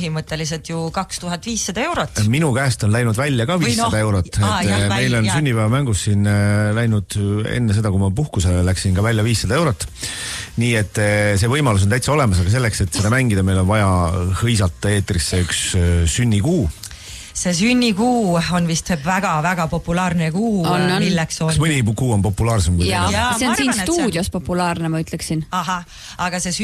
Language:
Estonian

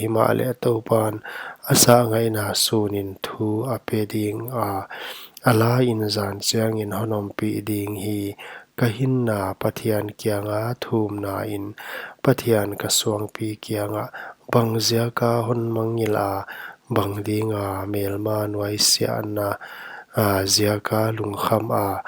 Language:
Paite Chin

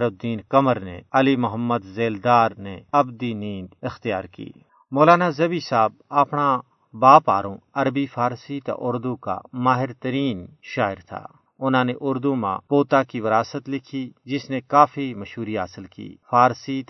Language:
Gujari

